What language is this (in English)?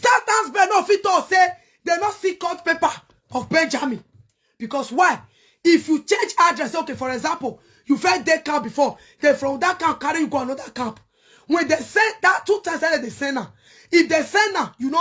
Nigerian Pidgin